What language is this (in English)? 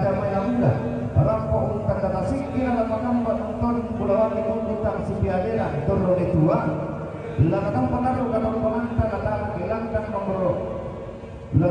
Toraja-Sa'dan